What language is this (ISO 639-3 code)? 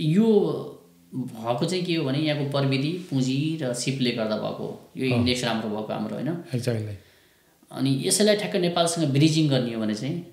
nep